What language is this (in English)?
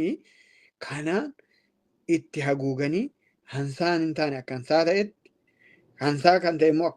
Oromo